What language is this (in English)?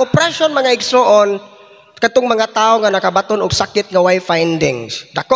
Cebuano